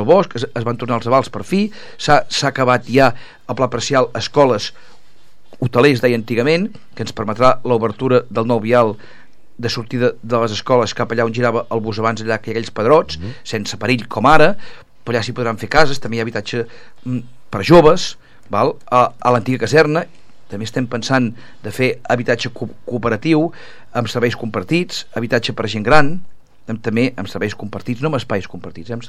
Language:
Catalan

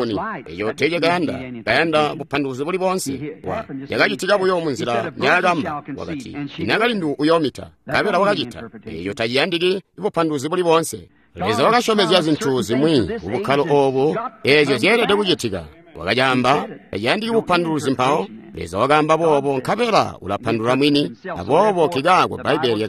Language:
Tonga (Zambia)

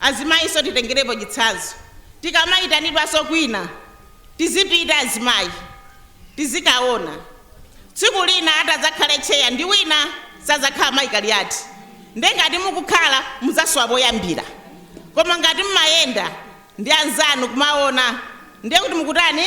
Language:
Nyanja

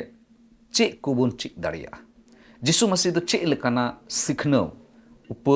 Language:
Santali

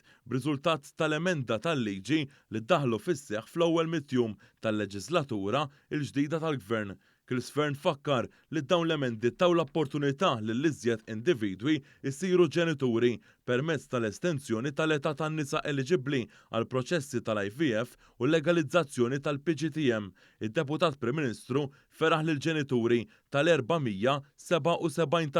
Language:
Maltese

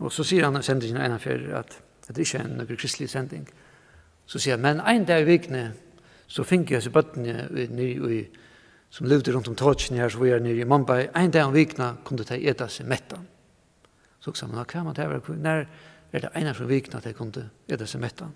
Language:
Faroese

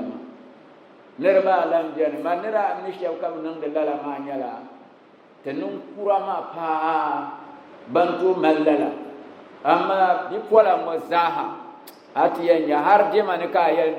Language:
Dagbani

